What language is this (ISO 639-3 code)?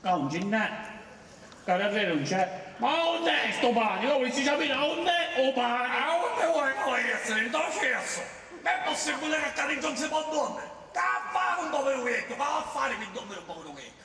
scn